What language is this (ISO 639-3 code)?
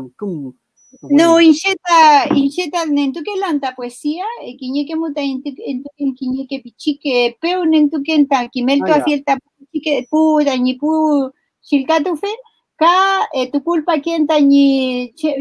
arn